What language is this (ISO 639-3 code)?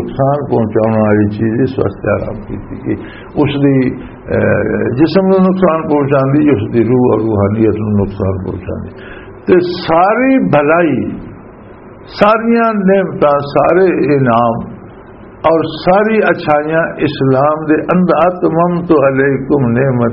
lah